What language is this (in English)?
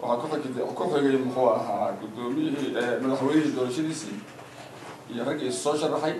Somali